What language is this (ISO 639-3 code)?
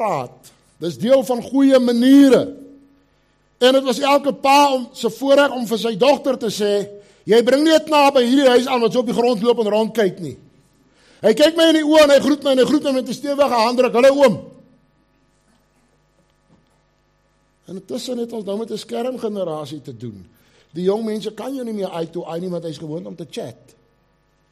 afr